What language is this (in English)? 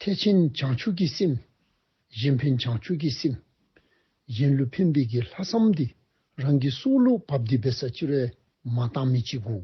Dzongkha